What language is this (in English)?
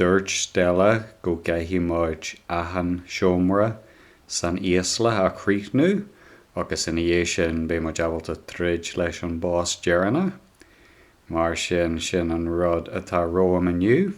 Irish